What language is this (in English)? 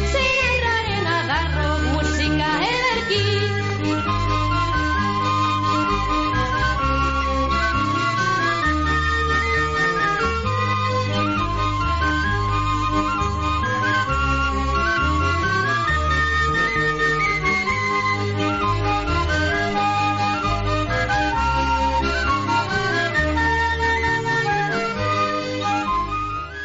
Basque